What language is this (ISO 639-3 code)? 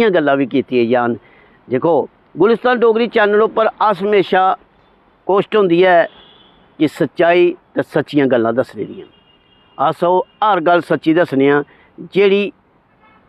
doi